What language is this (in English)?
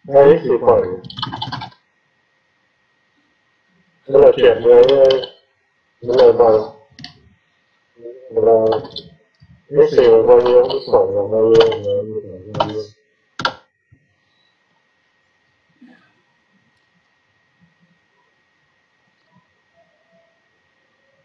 Vietnamese